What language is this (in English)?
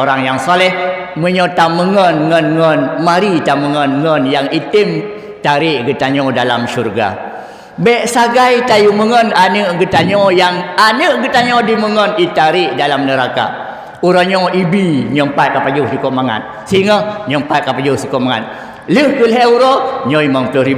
Achinese